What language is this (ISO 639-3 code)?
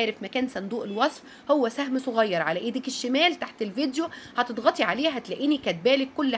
arz